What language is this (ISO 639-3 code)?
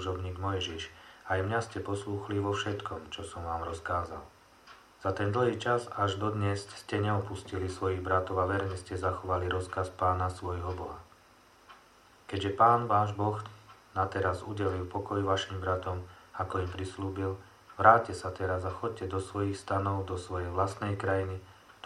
slk